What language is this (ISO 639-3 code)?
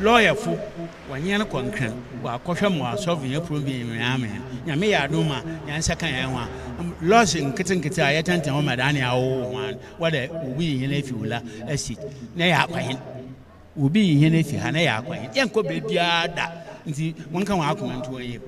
aka